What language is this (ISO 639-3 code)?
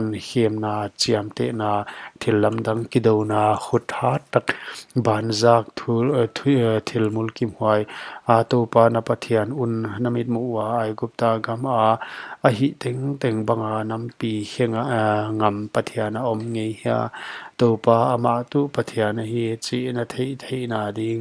pck